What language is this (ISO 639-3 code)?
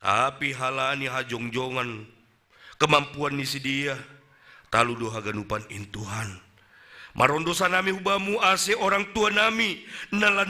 bts